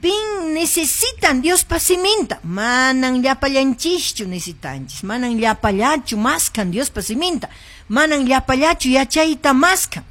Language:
Quechua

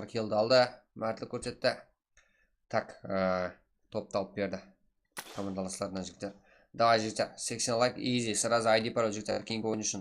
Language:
Kara-Kalpak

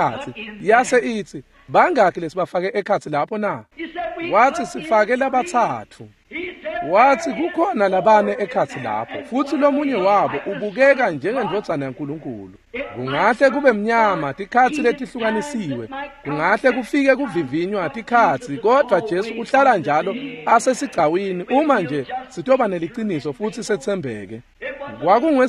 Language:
Swati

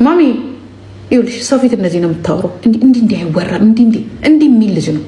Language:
Amharic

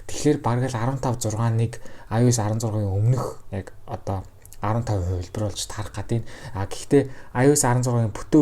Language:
Mongolian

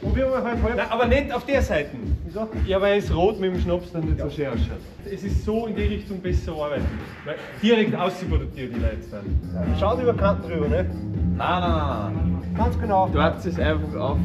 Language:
Bavarian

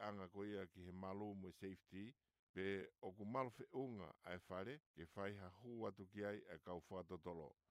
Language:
Tongan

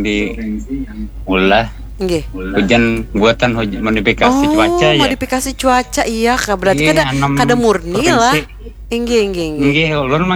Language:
Banjar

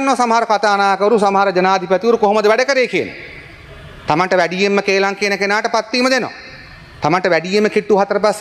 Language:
Sinhala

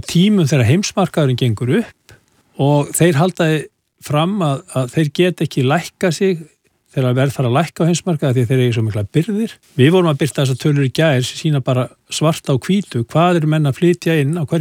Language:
Icelandic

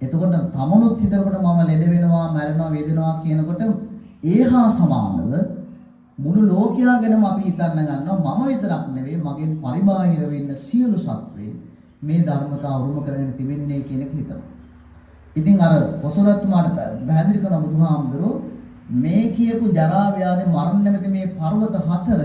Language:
Sinhala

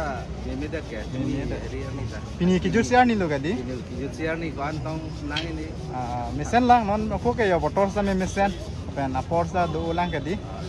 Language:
Karbi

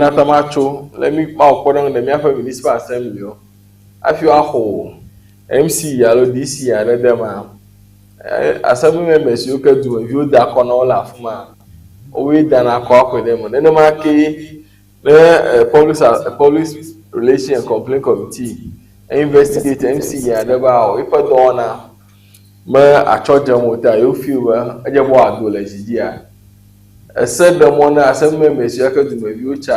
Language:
Ewe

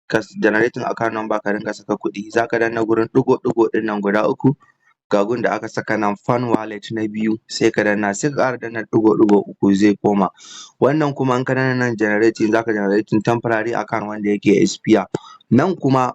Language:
Hausa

